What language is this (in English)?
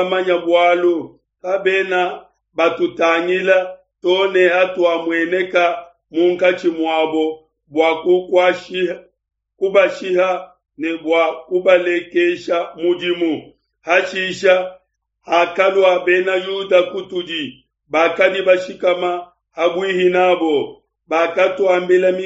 Luba-Lulua